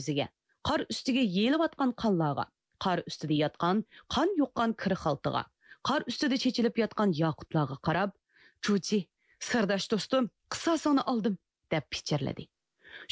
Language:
Uyghur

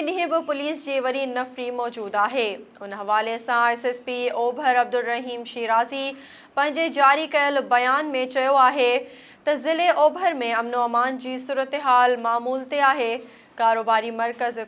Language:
Sindhi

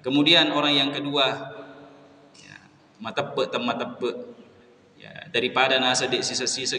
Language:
Buginese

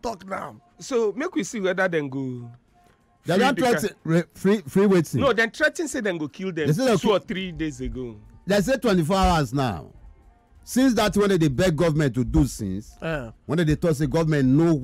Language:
Nigerian Pidgin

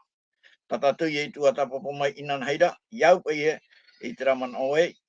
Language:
Tahitian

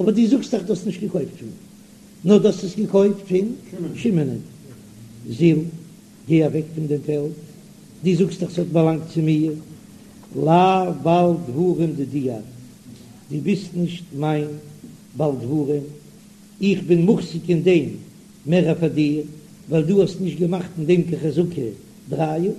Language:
Yiddish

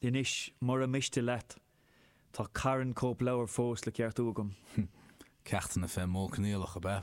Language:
Irish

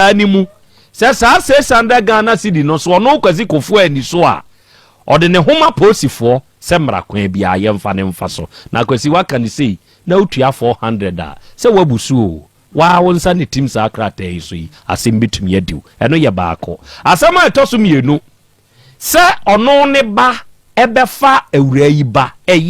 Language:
Akan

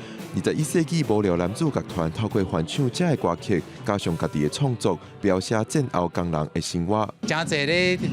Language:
Min Nan Chinese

